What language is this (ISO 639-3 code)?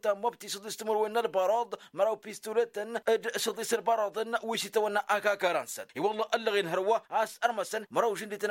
taq